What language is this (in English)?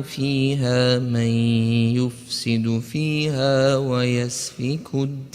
Central Kurdish